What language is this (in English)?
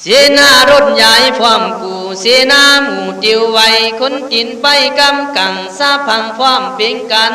Khün